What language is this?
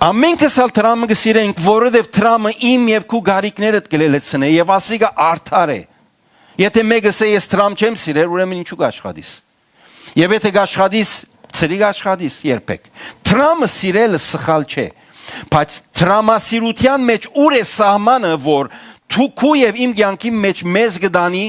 Western Armenian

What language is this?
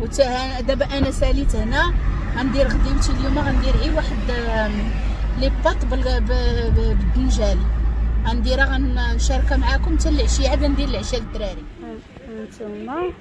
Moroccan Arabic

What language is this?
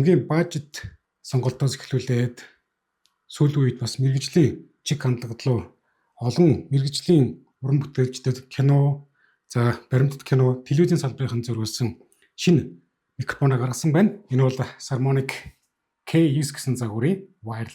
Mongolian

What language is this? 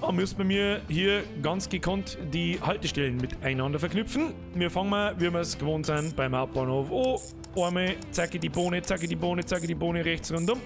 Bavarian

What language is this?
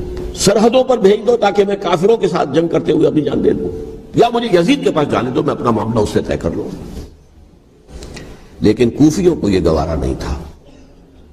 Urdu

